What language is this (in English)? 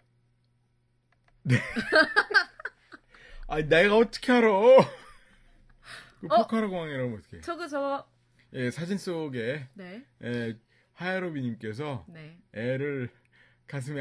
Korean